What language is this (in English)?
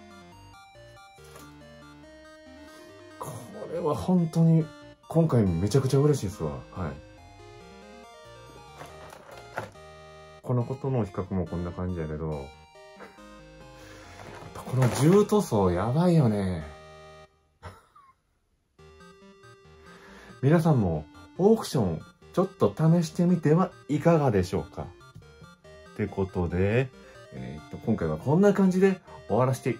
Japanese